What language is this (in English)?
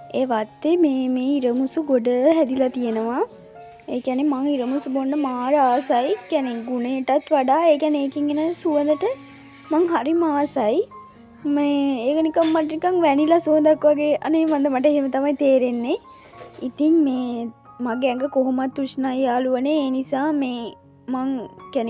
Sinhala